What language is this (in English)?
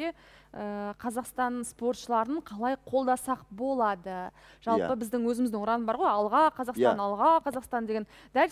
Kazakh